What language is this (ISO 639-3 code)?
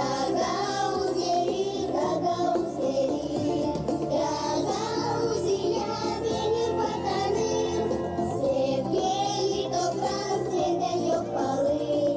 gag